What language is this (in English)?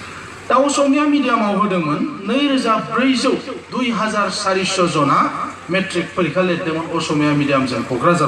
Bodo